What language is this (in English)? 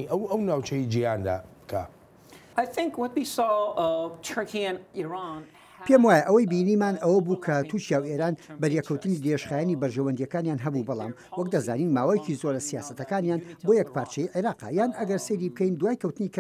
Central Kurdish